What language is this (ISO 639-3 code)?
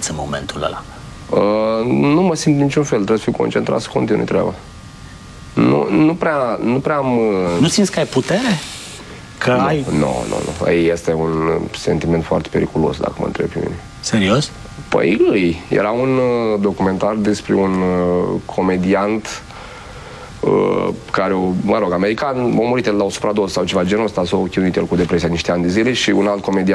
ron